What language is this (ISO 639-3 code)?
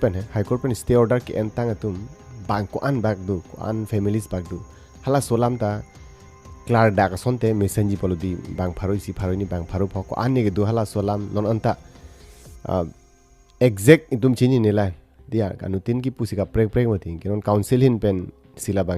mjw